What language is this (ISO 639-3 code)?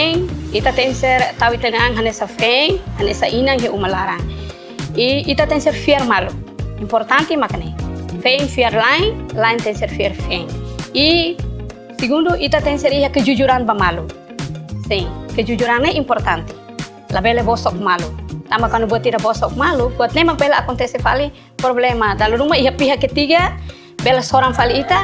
tet